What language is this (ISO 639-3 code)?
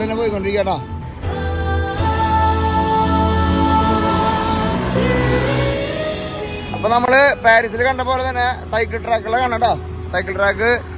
mal